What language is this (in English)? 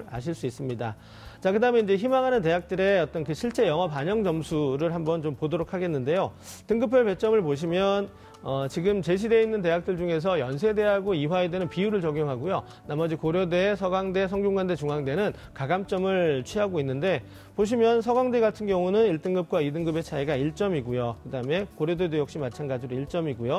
Korean